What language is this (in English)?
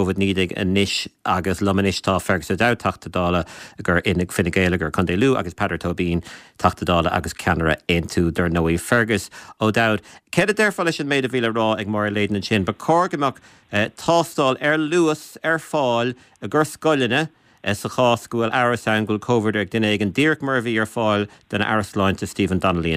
Irish